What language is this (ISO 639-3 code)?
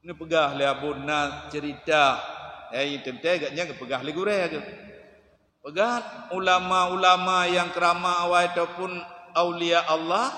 ace